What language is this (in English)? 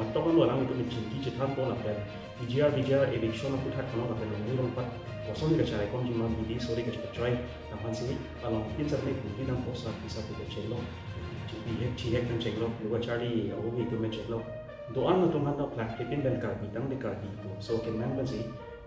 Karbi